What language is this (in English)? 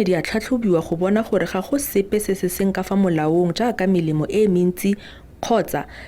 Tswana